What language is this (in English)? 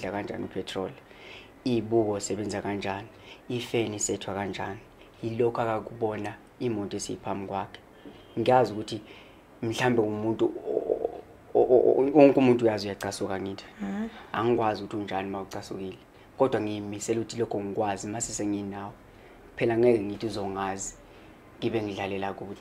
Zulu